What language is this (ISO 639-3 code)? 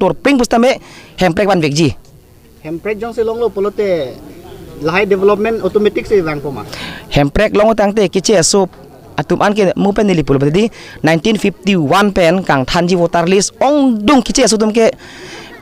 mjw